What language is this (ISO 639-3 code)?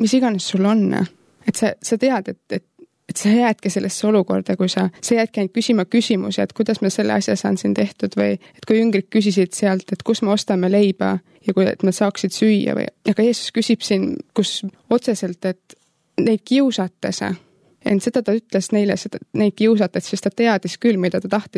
est